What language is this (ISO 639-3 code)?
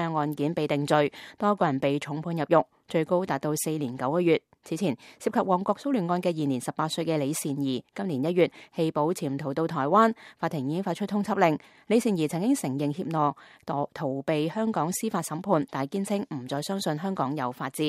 yue